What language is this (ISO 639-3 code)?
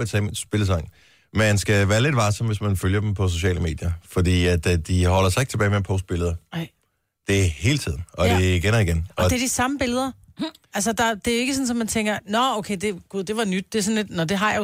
dan